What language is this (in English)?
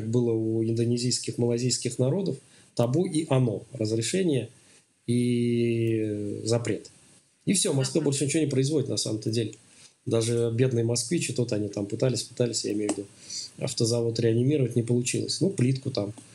Russian